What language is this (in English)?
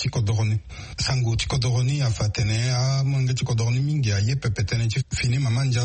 Sango